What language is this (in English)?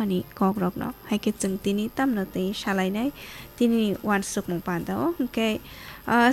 Kok Borok